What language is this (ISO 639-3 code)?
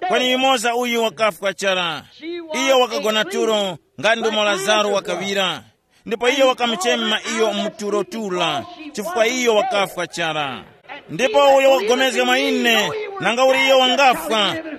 tum